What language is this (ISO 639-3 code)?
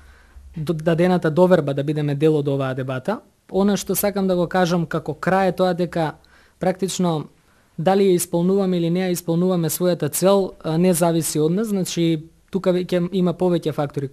mkd